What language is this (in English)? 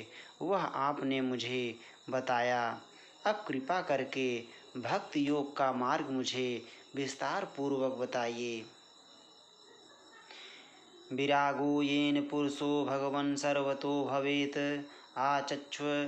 Hindi